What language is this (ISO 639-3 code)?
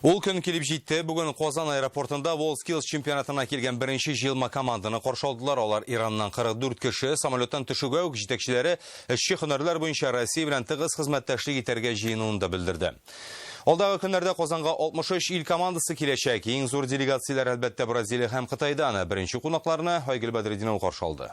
tat